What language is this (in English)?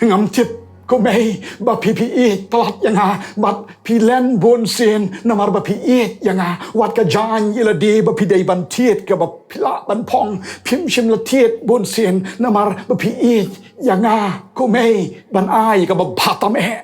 Khasi